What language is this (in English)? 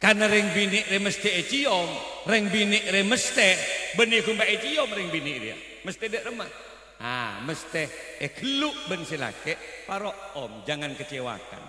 Madurese